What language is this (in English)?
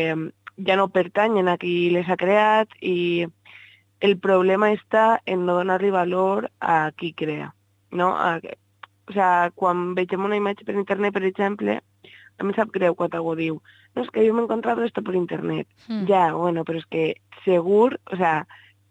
Catalan